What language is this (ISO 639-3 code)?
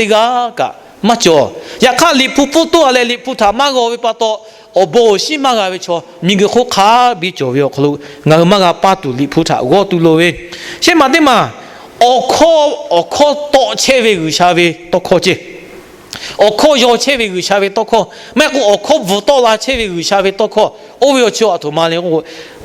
lhu